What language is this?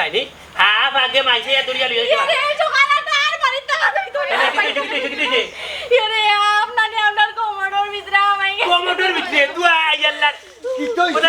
Sylheti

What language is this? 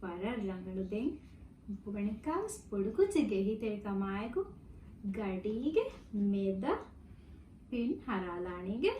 Divehi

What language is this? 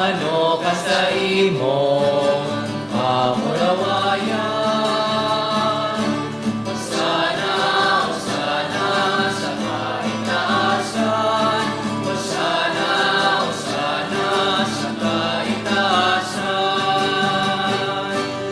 Bikol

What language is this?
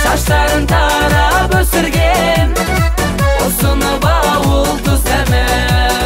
Kazakh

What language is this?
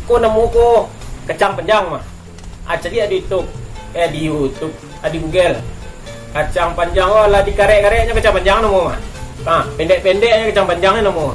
Minangkabau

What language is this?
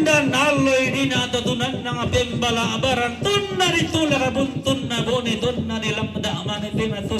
Toraja-Sa'dan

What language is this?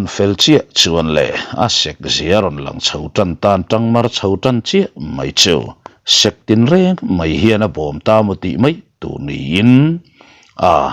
Mizo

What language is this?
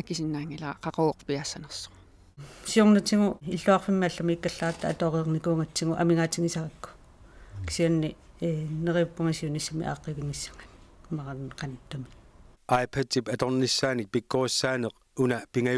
Kalaallisut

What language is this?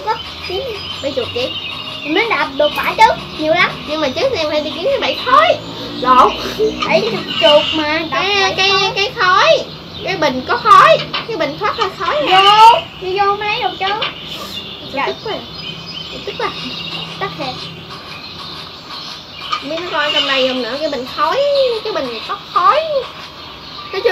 Vietnamese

